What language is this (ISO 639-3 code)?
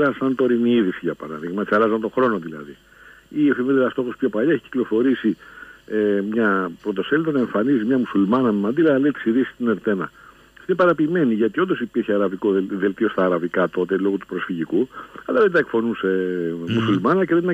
ell